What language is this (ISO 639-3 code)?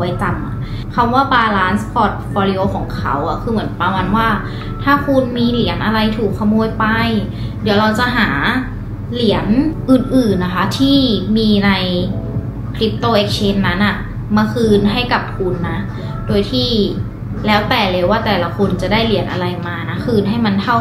tha